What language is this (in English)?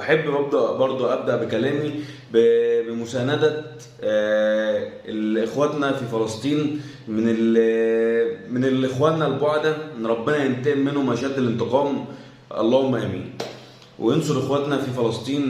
Egyptian Arabic